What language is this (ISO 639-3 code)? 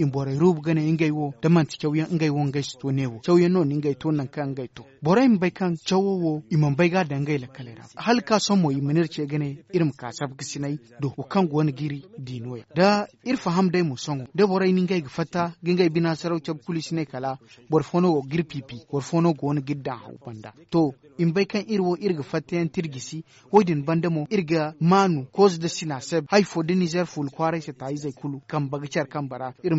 dje